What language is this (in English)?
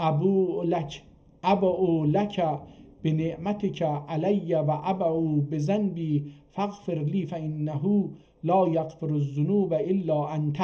South Azerbaijani